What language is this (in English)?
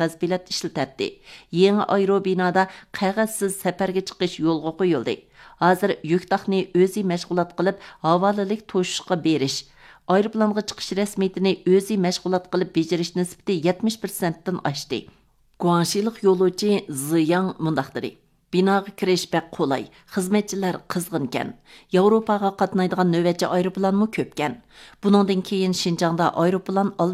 Uyghur